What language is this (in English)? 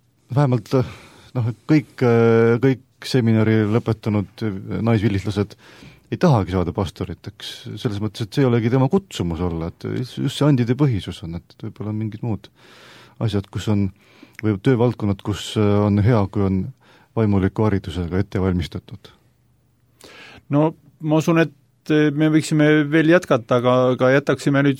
Estonian